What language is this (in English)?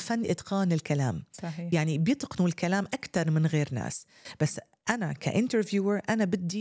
North Levantine Arabic